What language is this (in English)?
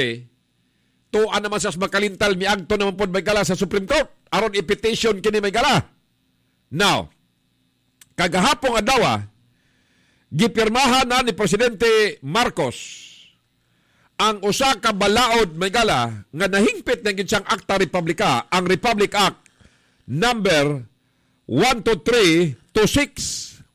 Cebuano